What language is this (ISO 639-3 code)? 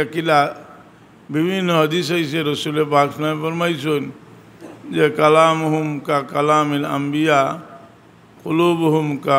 syl